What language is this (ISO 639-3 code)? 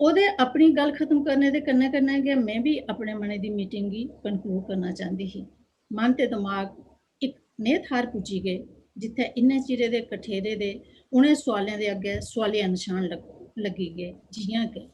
doi